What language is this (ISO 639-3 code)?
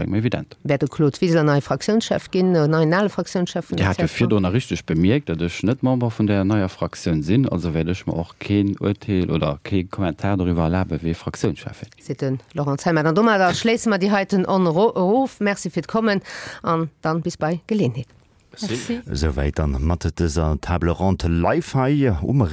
ltz